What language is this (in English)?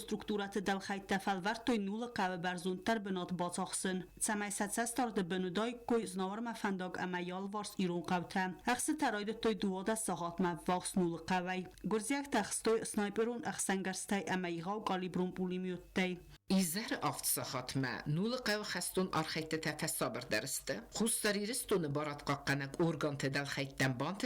Ossetic